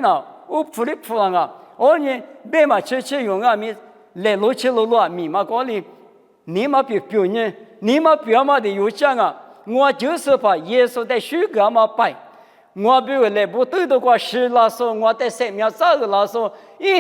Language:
Lisu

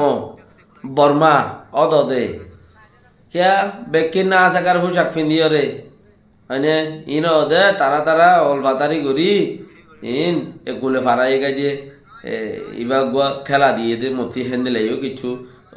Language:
Rohingya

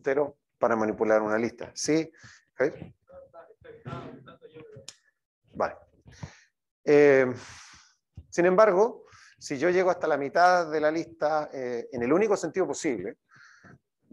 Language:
Spanish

